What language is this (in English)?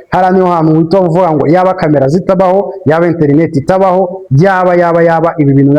Kinyarwanda